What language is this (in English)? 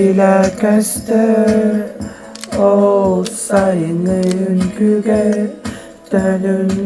Yakut